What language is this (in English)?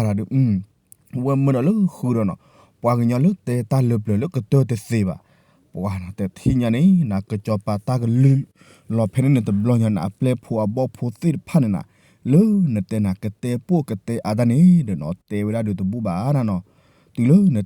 S'gaw Karen